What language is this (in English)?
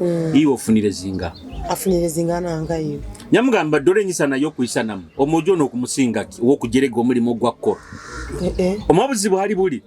Nyoro